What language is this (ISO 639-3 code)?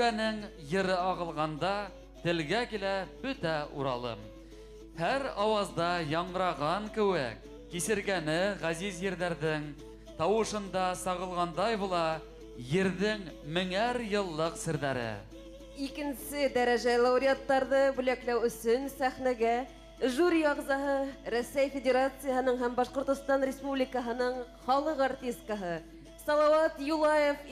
bak